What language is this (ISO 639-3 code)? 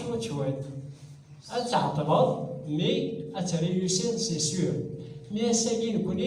kab